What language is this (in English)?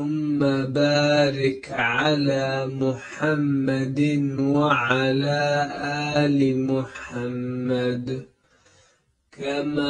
Arabic